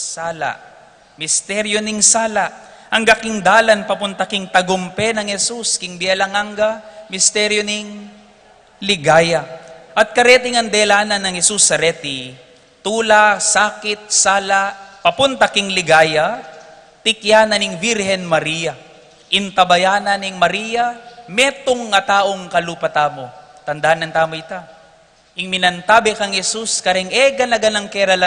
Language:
Pampanga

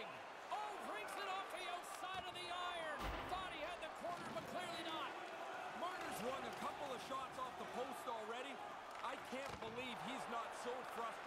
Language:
English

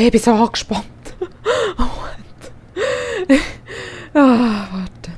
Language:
Swiss German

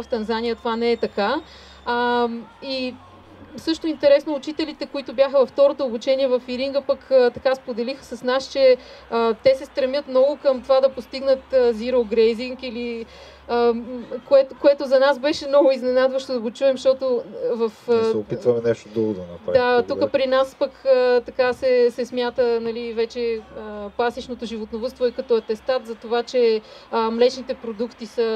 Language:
Bulgarian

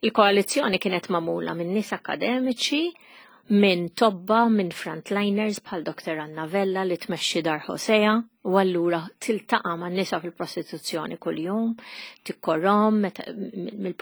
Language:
Maltese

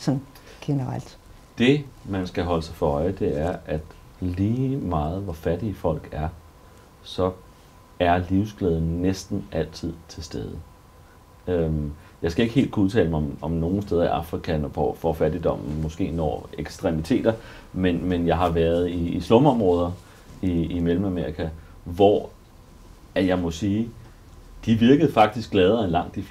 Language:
Danish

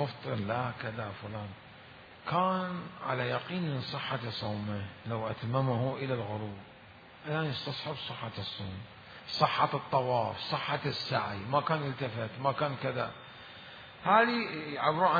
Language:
Mesopotamian Arabic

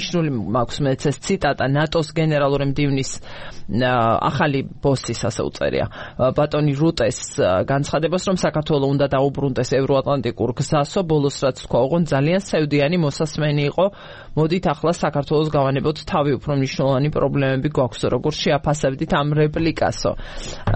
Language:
Georgian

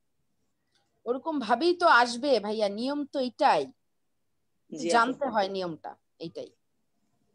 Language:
Bangla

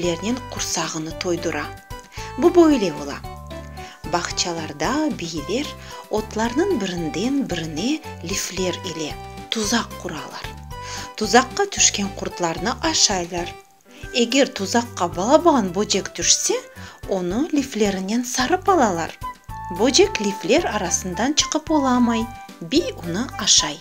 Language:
Crimean Tatar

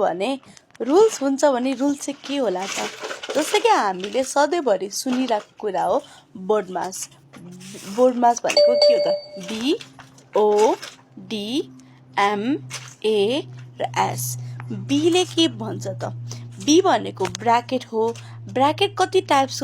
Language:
Nepali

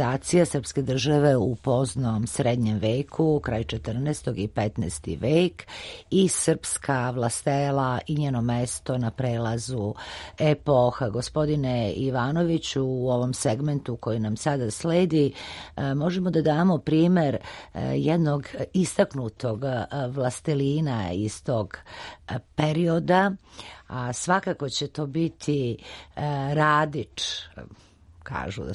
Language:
Serbian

